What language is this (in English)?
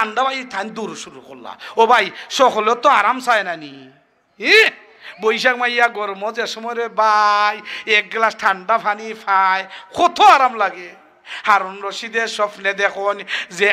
Sylheti